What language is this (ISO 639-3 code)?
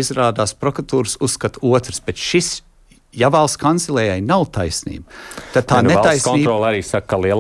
lav